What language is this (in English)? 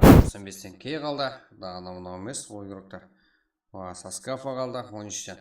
Kara-Kalpak